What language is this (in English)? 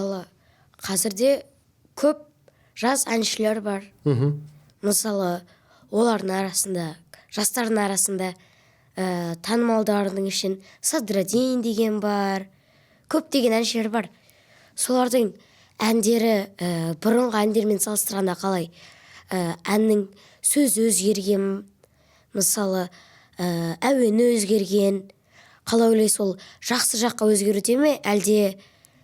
Kazakh